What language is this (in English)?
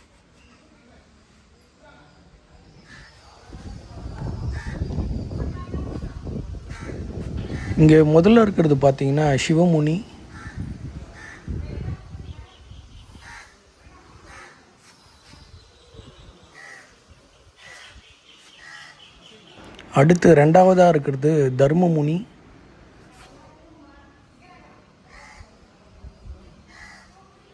Tamil